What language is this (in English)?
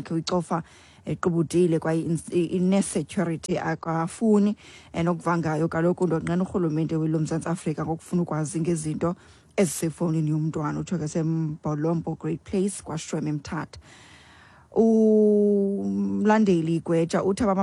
Xhosa